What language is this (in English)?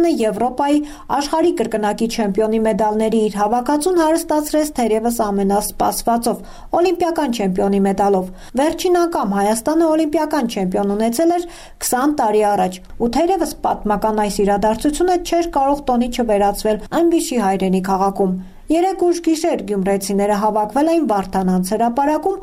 Armenian